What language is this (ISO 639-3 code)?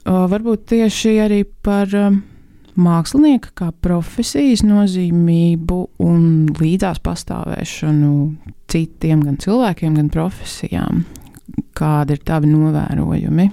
lav